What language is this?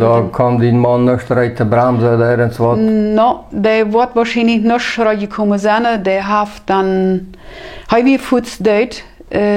Plautdietsch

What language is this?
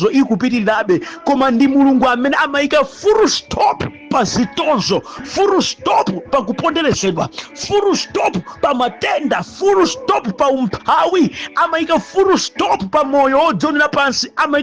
Nyanja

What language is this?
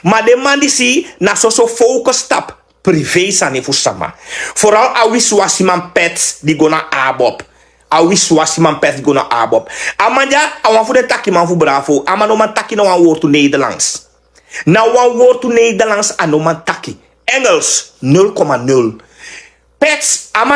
Sranan Tongo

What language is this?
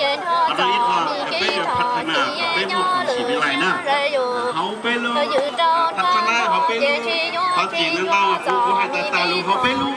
Hmong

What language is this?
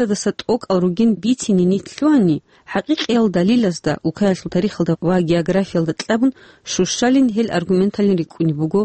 Avaric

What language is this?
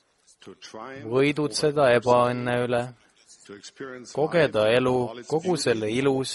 Estonian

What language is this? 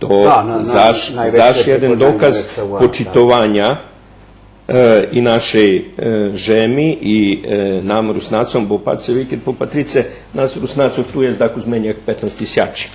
Rusyn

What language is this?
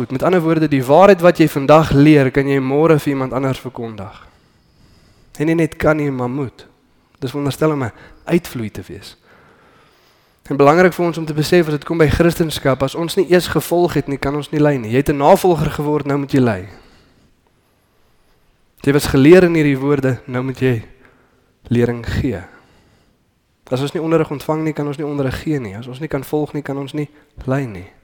Afrikaans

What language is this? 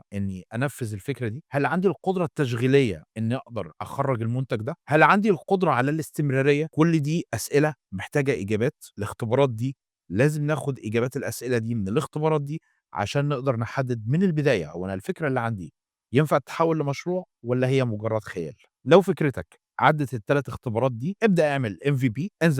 Egyptian Arabic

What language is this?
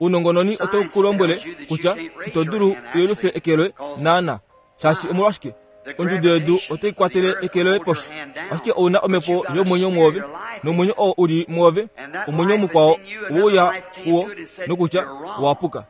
Kuanyama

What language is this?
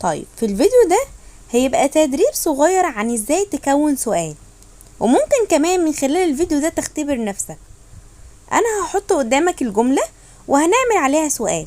Egyptian Arabic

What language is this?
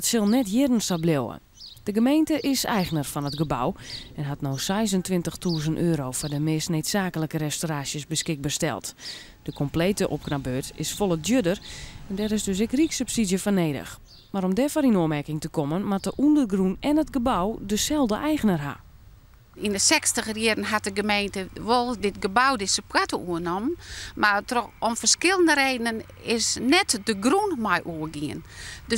Western Frisian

